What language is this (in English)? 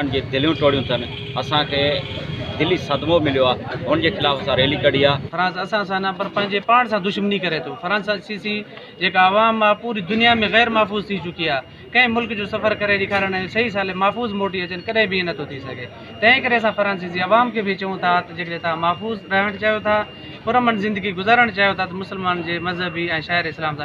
Sindhi